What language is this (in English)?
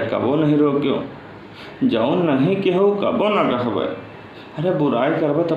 Awadhi